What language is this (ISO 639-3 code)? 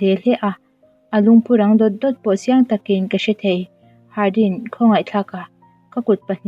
lus